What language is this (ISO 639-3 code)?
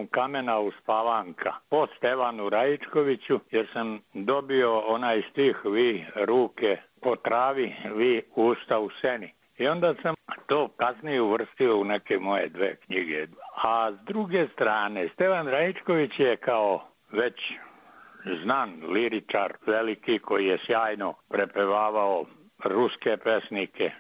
srp